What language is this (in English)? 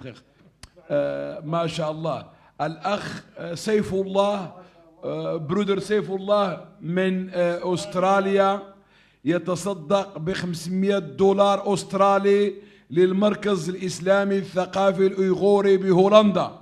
Moroccan Arabic